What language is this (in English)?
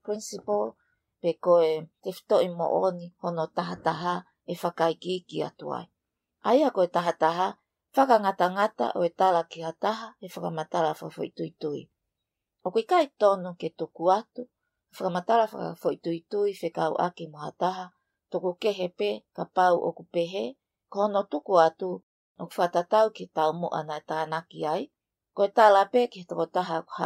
Tongan